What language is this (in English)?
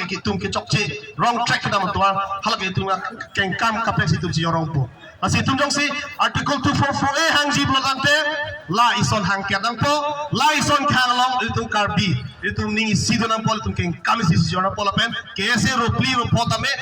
Karbi